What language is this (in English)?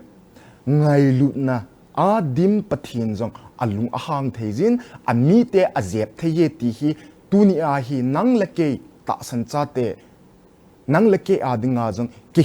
Thado Chin